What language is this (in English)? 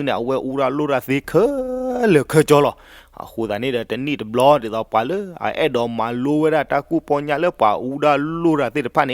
S'gaw Karen